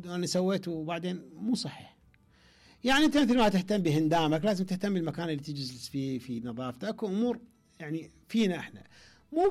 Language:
Mesopotamian Arabic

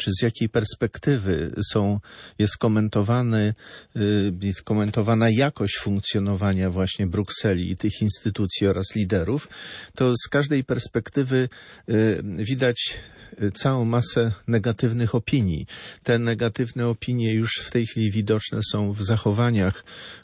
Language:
Polish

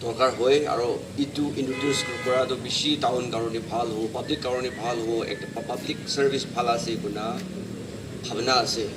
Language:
Naga Pidgin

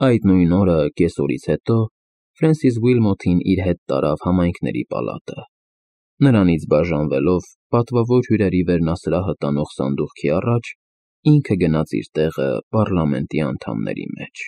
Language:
Armenian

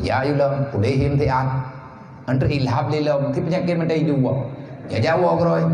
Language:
Achinese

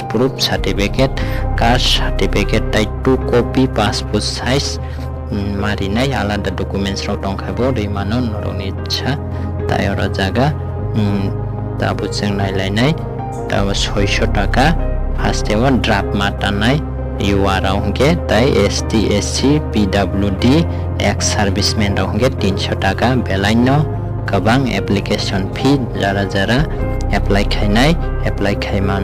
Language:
Kok Borok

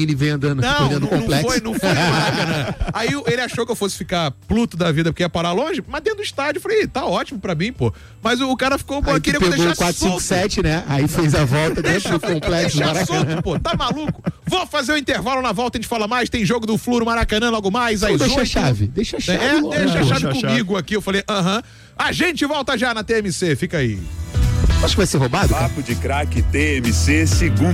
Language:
Portuguese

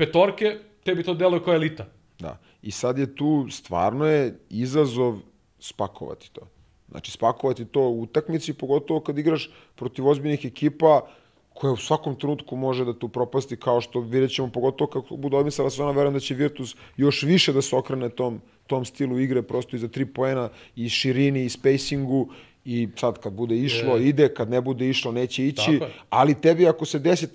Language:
Serbian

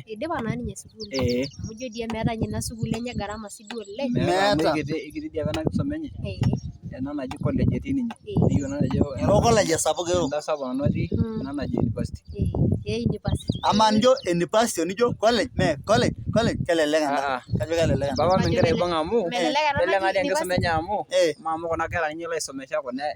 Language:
Masai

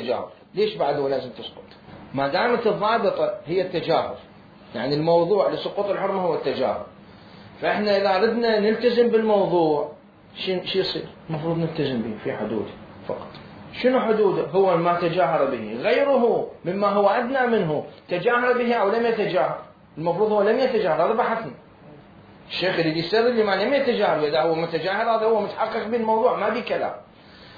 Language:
Mesopotamian Arabic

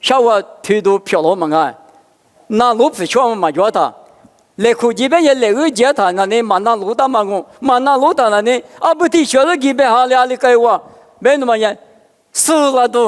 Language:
Lisu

